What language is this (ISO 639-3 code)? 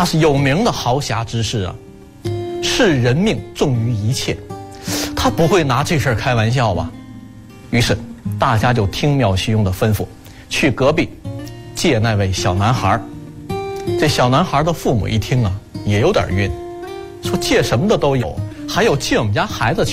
zho